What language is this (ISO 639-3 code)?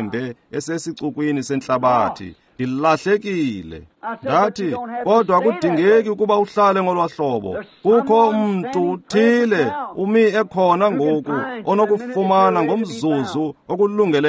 xho